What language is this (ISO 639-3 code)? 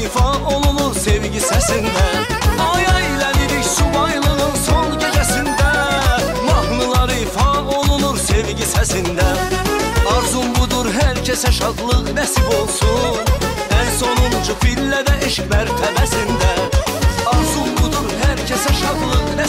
aze